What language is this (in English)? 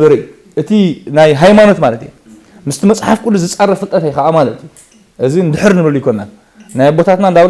Tigrinya